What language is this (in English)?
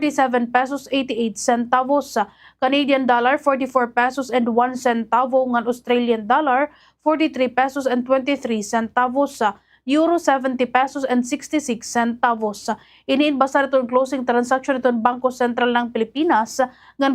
Waray